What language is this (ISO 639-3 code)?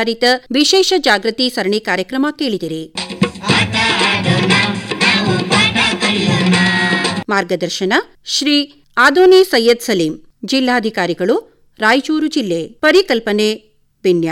kan